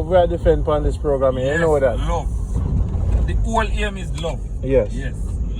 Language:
Jamaican Creole English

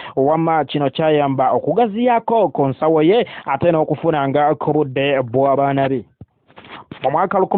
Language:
Ganda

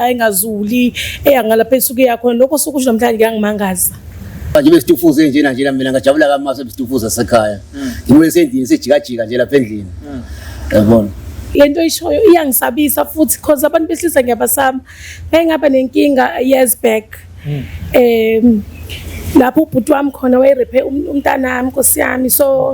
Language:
Zulu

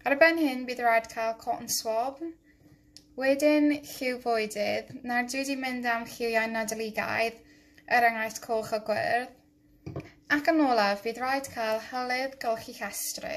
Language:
Welsh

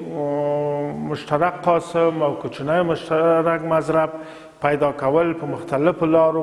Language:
Pashto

